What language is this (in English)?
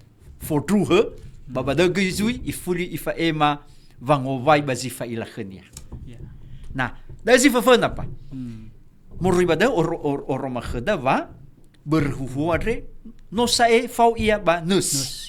Nias